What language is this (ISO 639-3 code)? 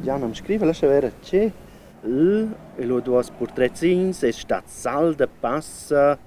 roh